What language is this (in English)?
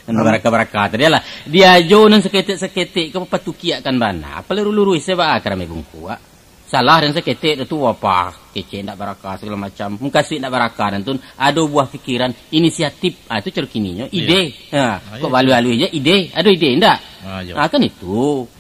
Minangkabau